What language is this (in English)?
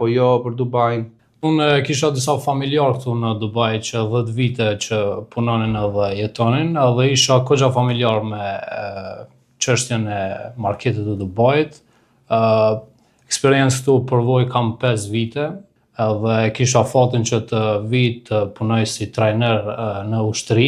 Albanian